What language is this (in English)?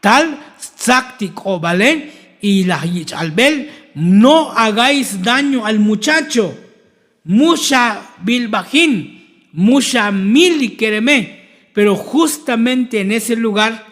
Tzotzil